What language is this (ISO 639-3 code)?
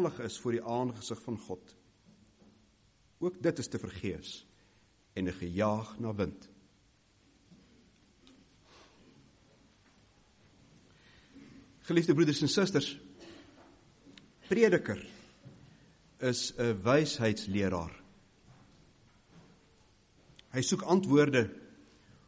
afr